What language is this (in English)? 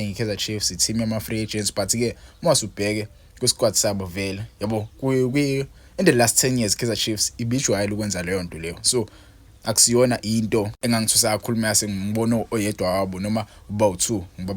Zulu